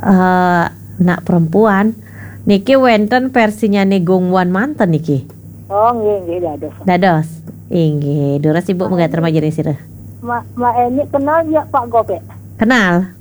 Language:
Balinese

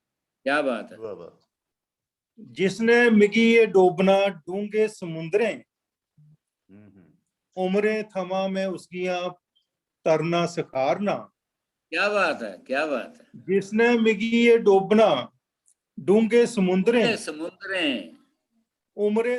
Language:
Dogri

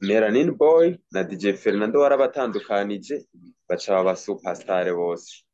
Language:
Rundi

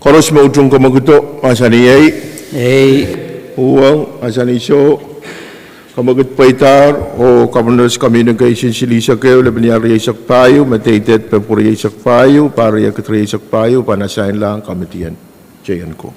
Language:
Pohnpeian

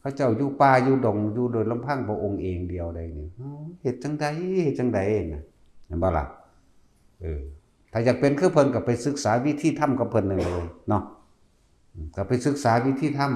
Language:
Northeastern Thai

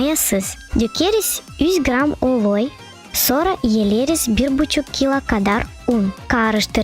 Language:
Gagauz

